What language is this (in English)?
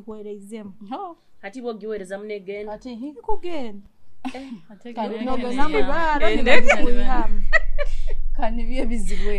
Nyoro